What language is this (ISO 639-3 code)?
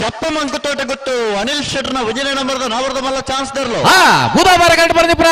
tcy